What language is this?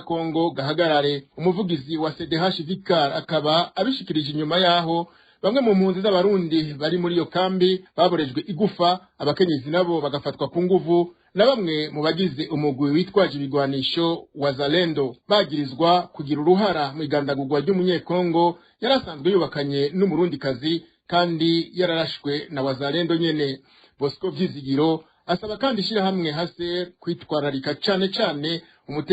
Rundi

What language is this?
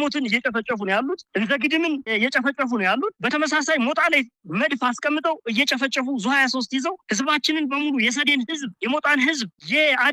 Amharic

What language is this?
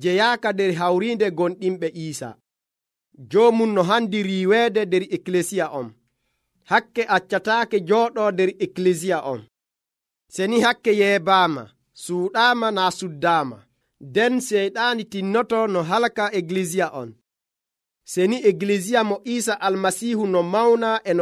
Nigerian Fulfulde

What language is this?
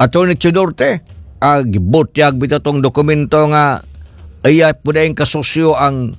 Cebuano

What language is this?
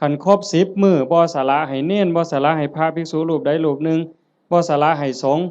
Northeastern Thai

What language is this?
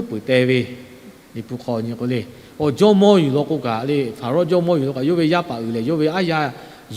Lahu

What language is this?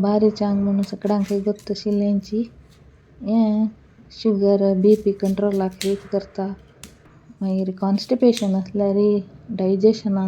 Konkani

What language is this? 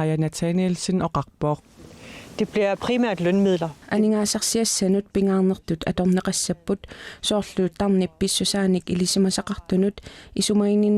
Kalaallisut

